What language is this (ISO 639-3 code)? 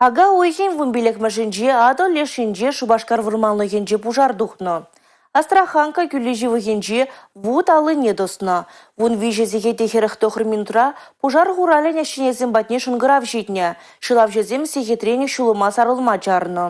chv